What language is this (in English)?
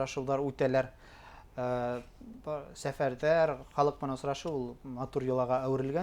Bashkir